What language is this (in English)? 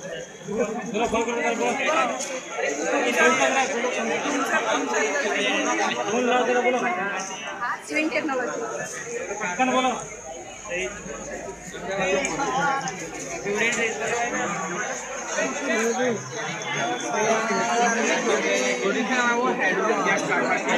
Marathi